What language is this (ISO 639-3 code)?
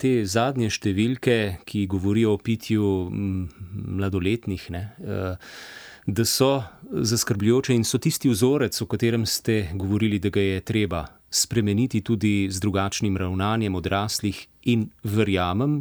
slv